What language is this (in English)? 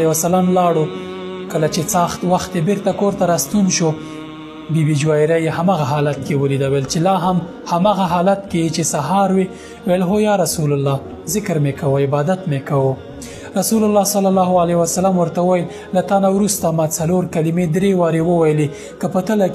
Pashto